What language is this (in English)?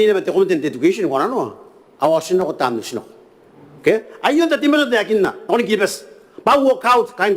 Gilbertese